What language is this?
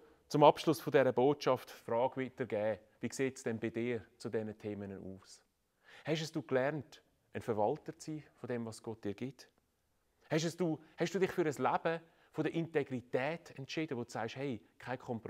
Swiss German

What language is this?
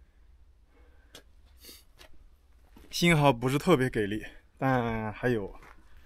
Chinese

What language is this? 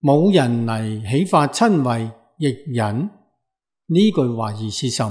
Cantonese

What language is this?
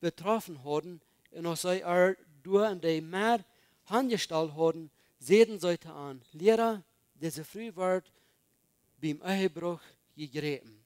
Plautdietsch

